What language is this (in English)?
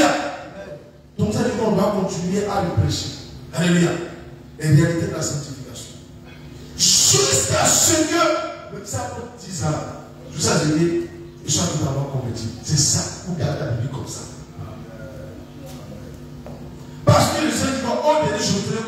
French